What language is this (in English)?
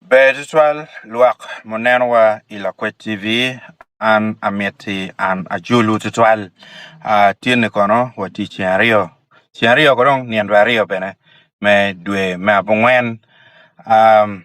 Acoli